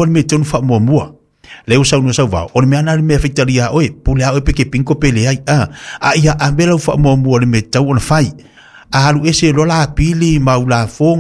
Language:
Samoan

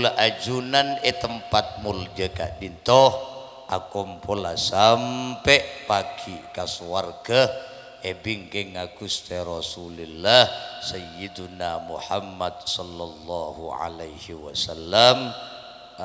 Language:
Madurese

